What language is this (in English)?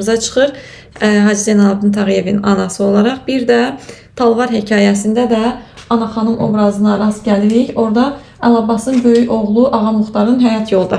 Azerbaijani